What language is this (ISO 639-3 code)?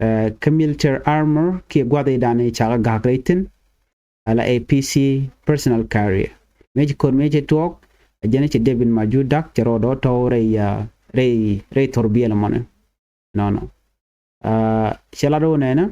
nus